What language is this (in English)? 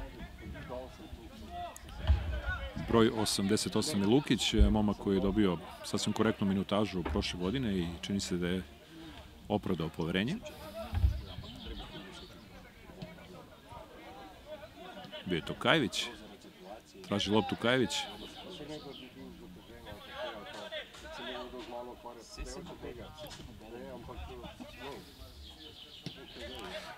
Serbian